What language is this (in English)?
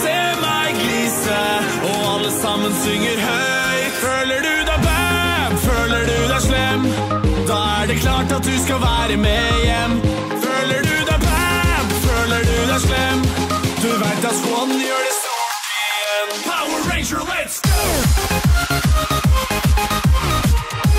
Norwegian